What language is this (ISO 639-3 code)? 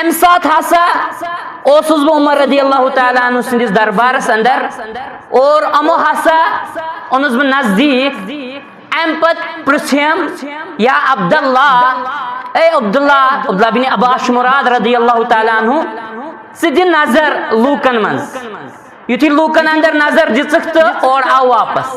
kas